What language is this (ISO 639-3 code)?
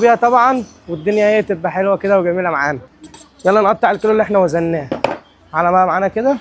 arz